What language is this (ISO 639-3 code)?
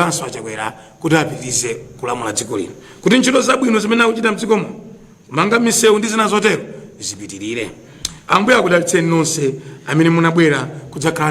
nya